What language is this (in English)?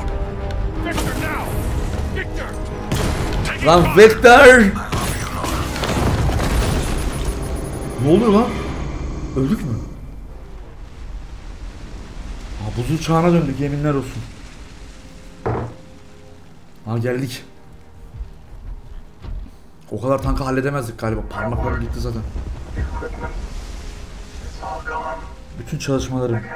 Turkish